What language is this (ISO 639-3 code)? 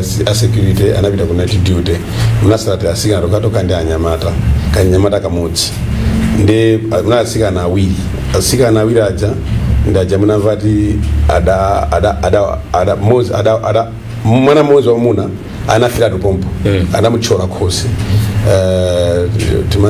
nya